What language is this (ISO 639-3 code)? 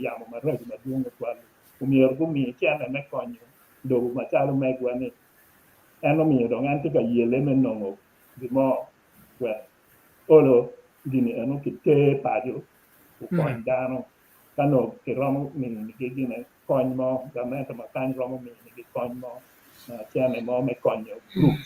ach